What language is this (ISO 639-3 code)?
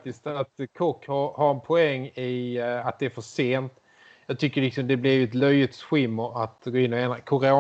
swe